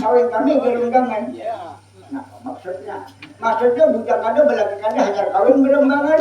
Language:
Banjar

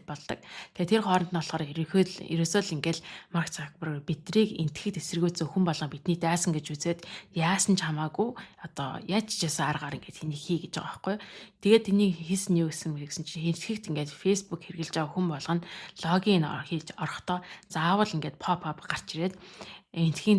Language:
Mongolian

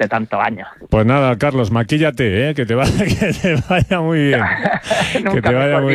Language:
Spanish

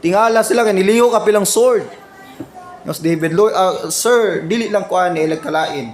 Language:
Cebuano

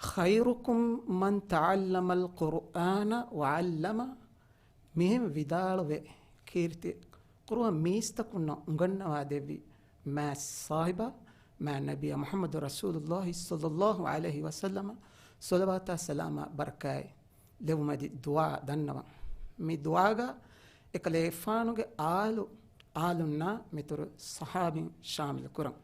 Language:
Divehi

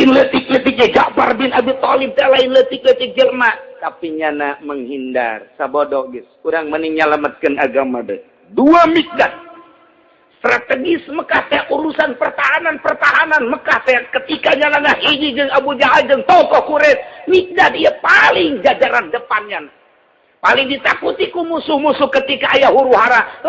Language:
Sundanese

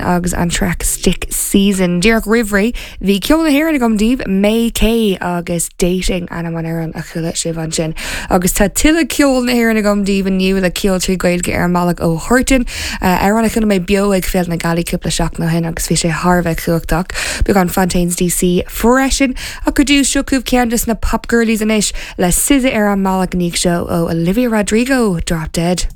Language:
Irish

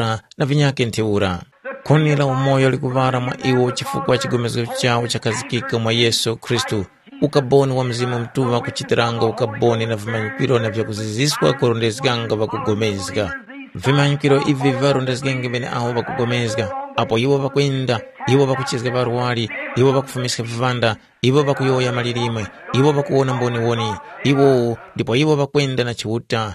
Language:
Tumbuka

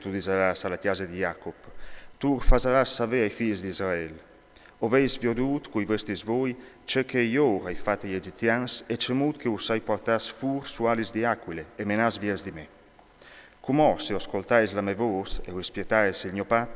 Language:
Friulian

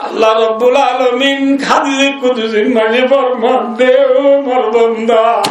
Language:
Rohingya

